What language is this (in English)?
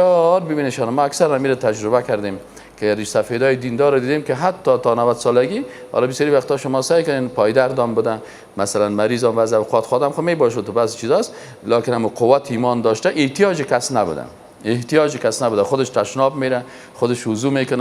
Persian